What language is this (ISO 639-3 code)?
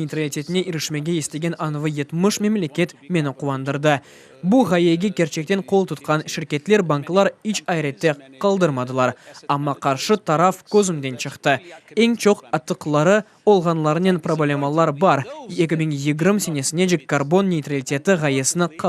crh